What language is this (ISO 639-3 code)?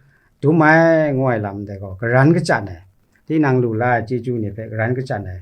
kac